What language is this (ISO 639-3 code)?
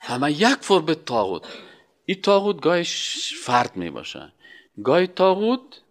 fas